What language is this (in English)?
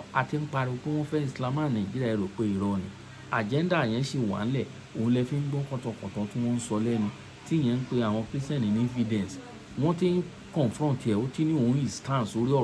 Yoruba